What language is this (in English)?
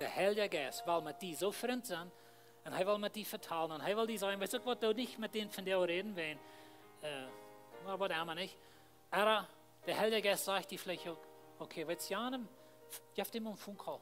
Plautdietsch